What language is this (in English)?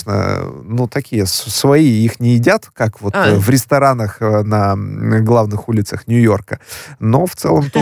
Russian